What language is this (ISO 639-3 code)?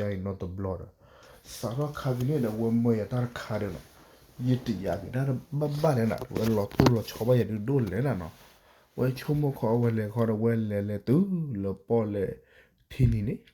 ksw